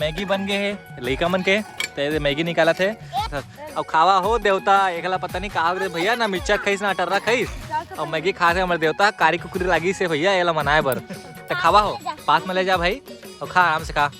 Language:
Chhattisgarhi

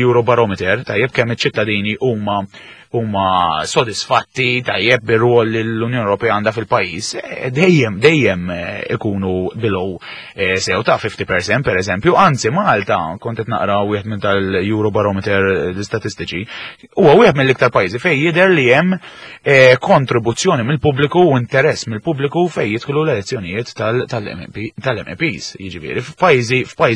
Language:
Maltese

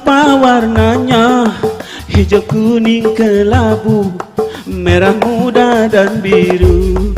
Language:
Sundanese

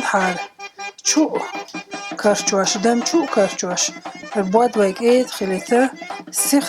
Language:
Chechen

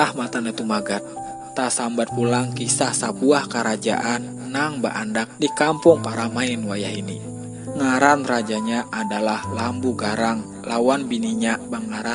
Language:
Banjar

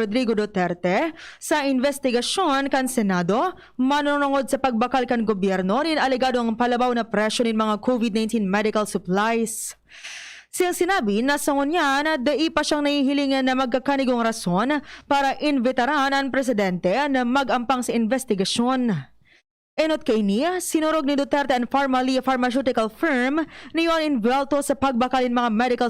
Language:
Bikol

